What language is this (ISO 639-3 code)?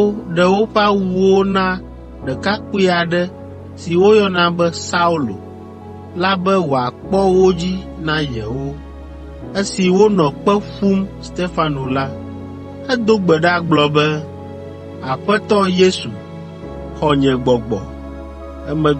ewe